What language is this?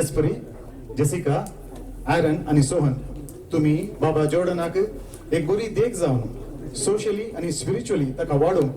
Konkani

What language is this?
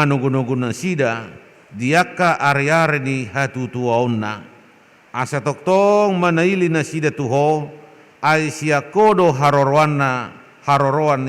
Batak Toba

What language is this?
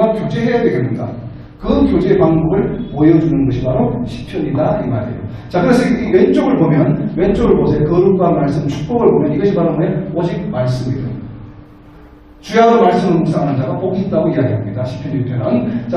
Korean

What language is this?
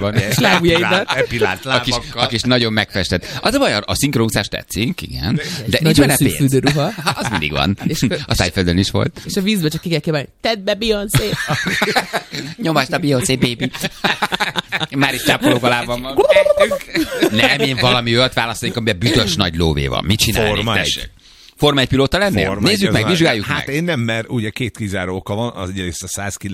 Hungarian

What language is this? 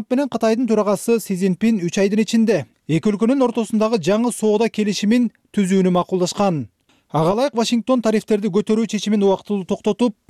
Kyrgyz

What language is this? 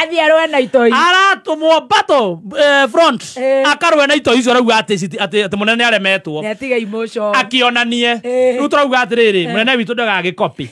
Kikuyu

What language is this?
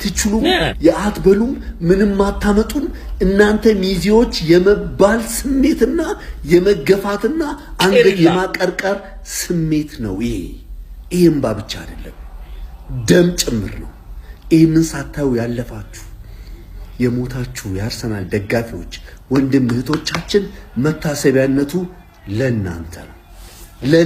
Amharic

